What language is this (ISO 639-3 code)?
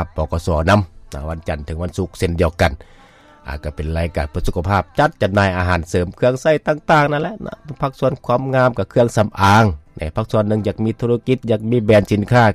lao